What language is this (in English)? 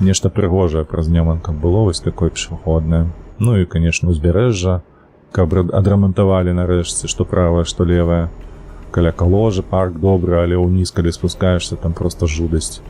Belarusian